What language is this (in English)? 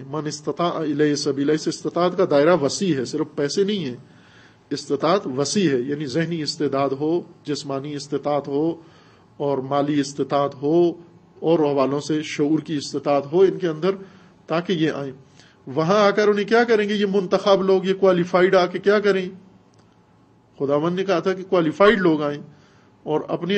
Urdu